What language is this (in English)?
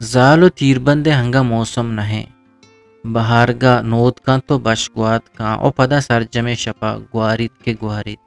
Eastern Balochi